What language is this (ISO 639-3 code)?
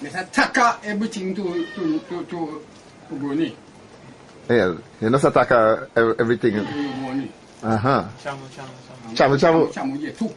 jam